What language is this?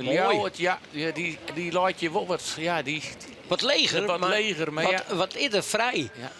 Western Frisian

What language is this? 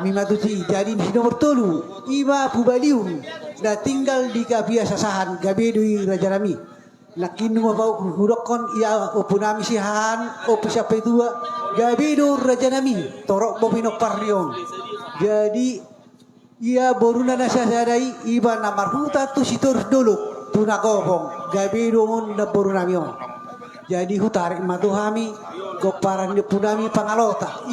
Batak Toba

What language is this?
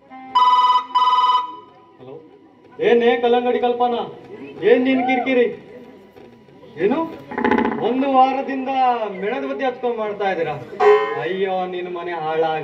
Kannada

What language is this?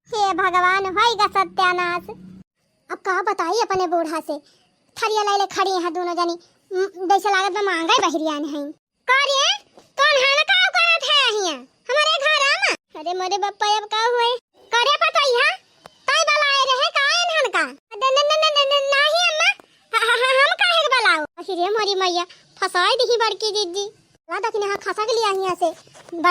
Awadhi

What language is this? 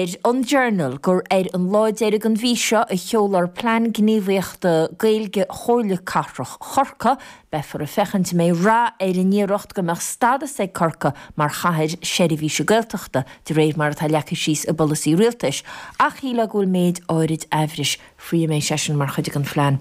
Irish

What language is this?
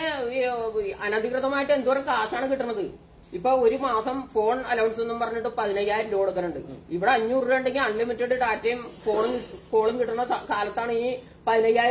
Malayalam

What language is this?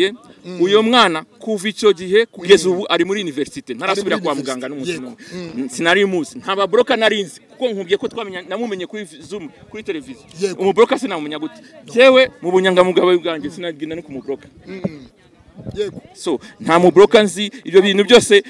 Kinyarwanda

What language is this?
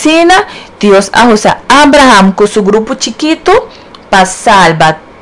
Papiamento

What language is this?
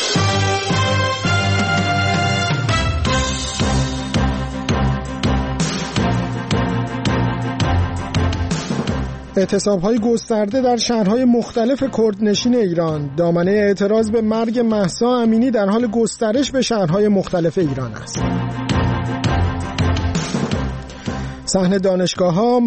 Persian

